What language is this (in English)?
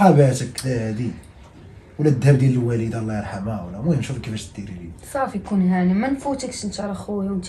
Moroccan Arabic